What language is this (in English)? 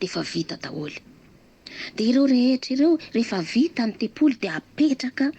Malagasy